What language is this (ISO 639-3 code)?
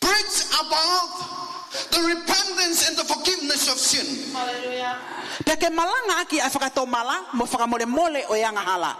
ton